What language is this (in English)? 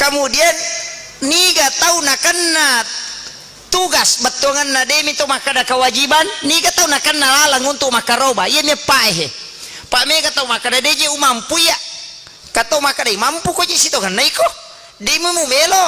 Buginese